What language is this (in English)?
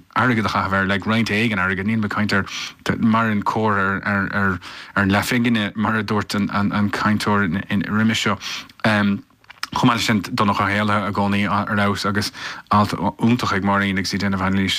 Irish